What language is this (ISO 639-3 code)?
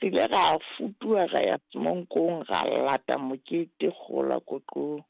sot